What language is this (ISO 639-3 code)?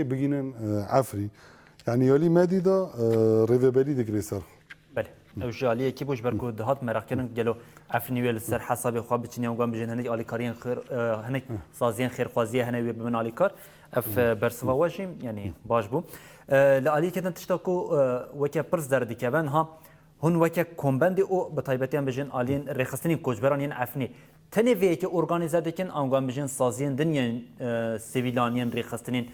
kur